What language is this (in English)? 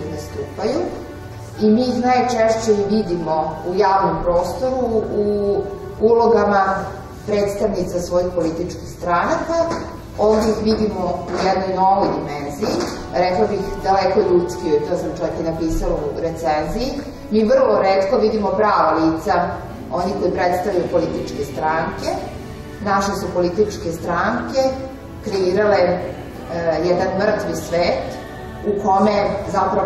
Serbian